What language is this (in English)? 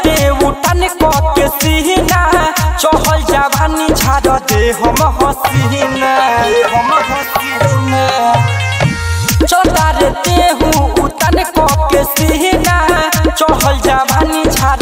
Bhojpuri